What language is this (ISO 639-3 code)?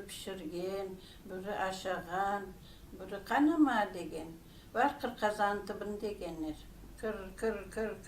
crh